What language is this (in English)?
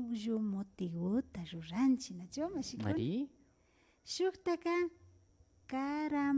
Imbabura Highland Quichua